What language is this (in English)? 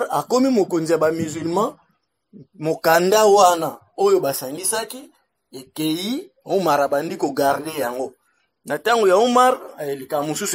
Lingala